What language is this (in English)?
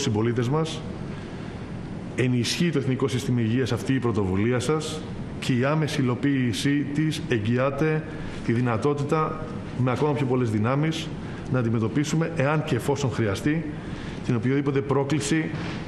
Greek